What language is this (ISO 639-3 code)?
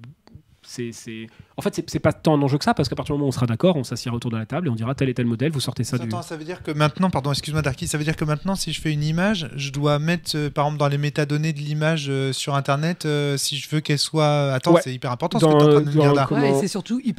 fra